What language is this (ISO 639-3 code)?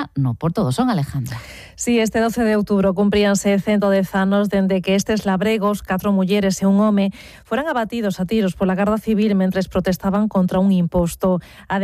glg